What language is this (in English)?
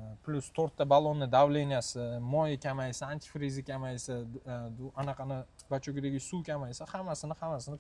Uzbek